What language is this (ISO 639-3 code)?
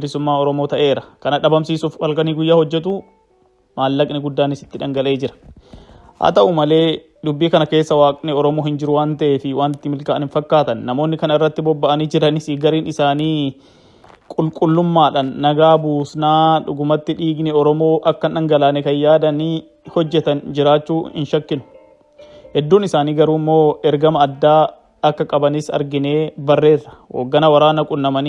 orm